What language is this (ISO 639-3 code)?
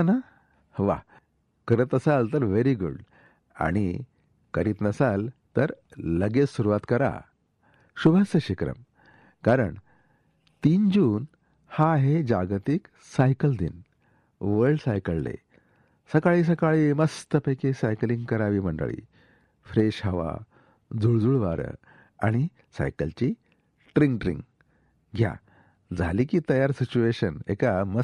mar